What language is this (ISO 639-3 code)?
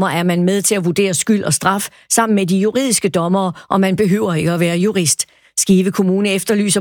dan